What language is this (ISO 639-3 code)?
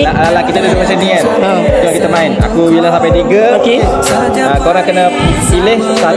msa